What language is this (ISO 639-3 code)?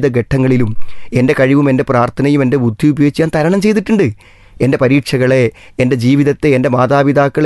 mal